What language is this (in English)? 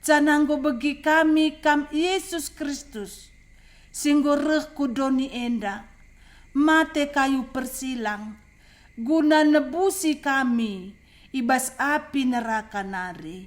Batak Karo